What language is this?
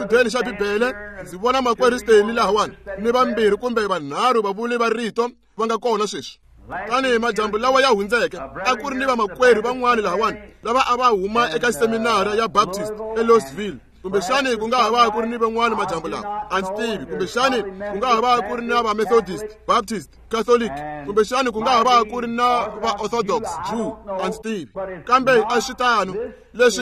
Tsonga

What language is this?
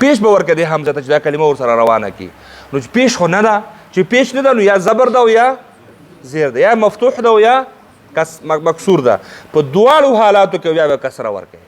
Pashto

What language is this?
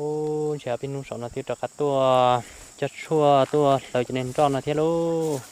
Hmong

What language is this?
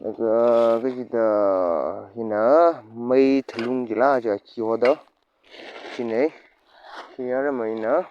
Tangkhul Naga (India)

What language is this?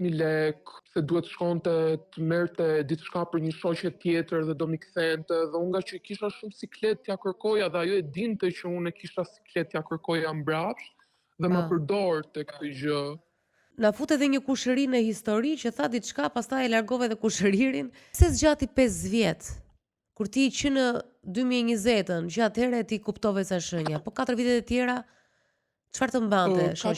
Albanian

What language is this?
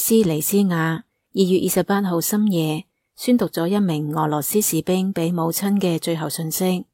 Cantonese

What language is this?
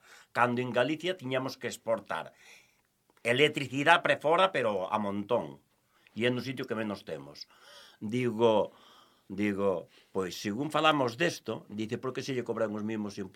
Galician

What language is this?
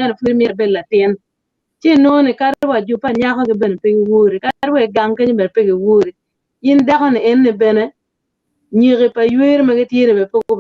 Acoli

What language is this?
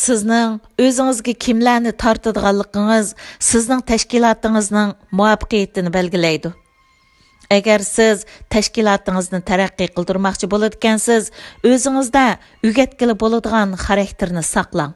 Uyghur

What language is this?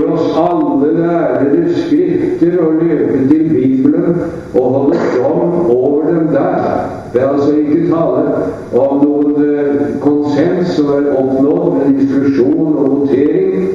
Norwegian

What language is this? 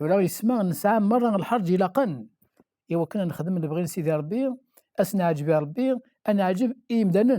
Kabyle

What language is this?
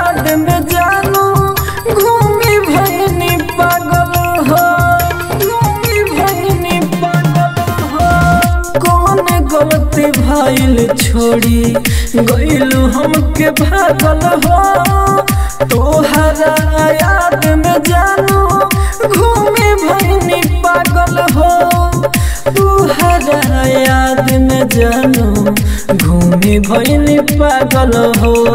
Bhojpuri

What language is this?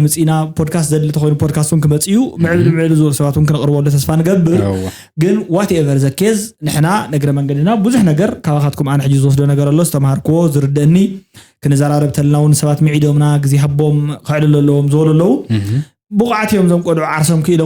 Tigrinya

